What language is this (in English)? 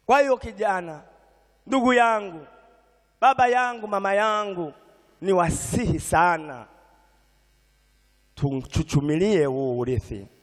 Swahili